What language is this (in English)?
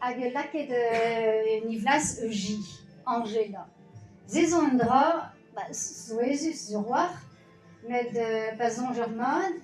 Breton